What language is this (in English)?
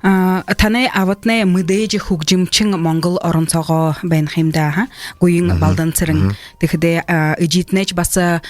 Buriat